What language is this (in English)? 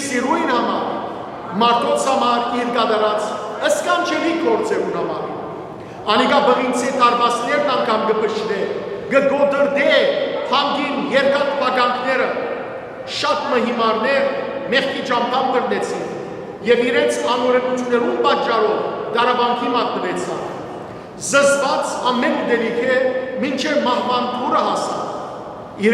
Western Armenian